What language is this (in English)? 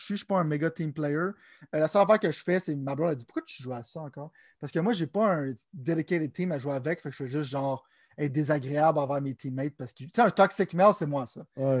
French